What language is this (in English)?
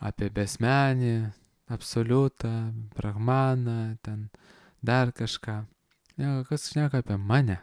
Lithuanian